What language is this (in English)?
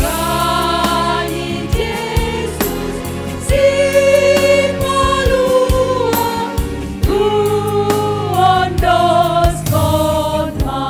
Batak Simalungun